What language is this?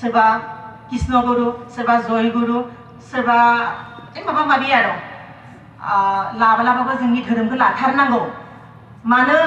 Bodo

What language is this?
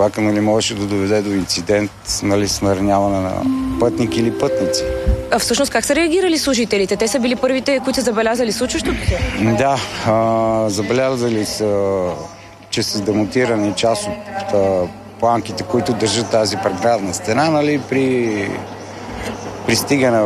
Bulgarian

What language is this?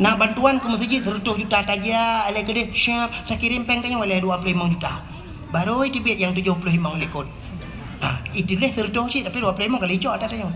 Achinese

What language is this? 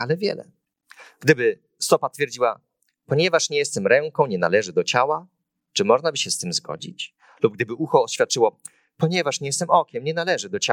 Polish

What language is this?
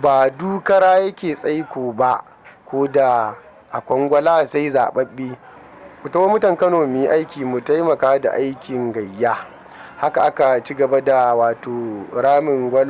Hausa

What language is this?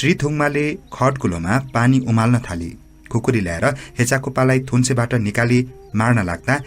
Nepali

